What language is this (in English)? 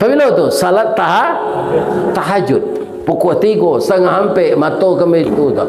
Minangkabau